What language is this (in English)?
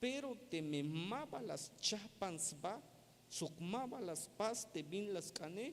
Tzeltal